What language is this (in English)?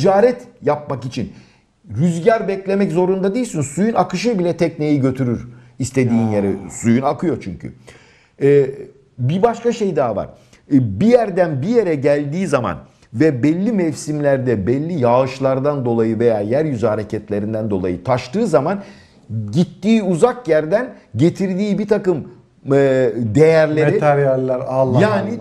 Turkish